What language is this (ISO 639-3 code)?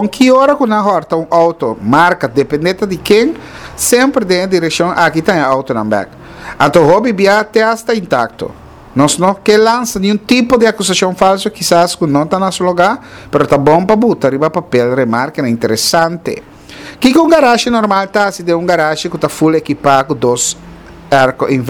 pap